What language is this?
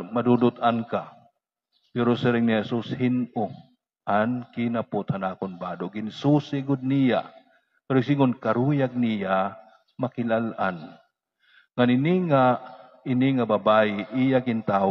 Waray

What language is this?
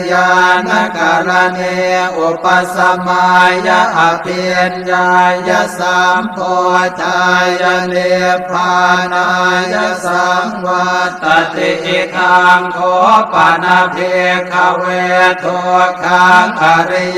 Pali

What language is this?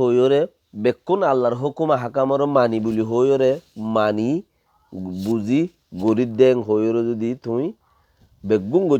Rohingya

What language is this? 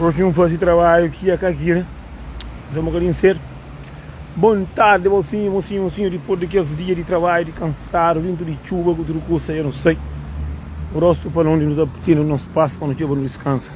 Kabuverdianu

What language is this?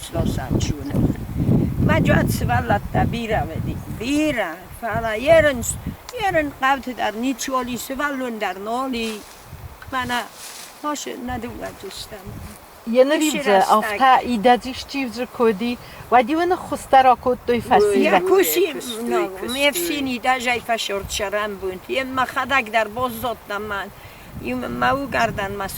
Ossetic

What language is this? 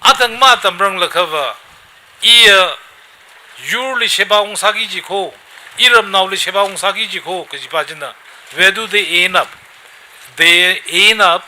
Tangkhul Naga (India)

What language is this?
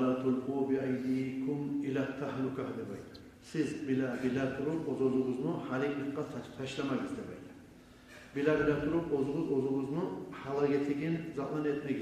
Kumyk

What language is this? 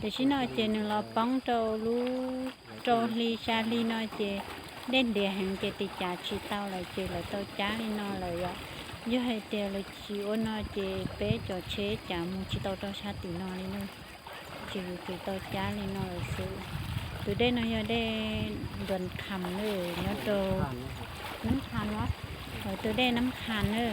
Hmong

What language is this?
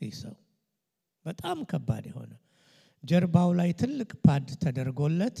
Amharic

